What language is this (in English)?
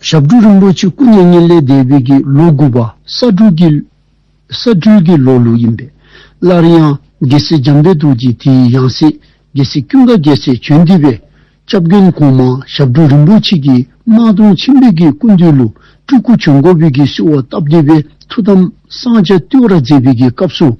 Dzongkha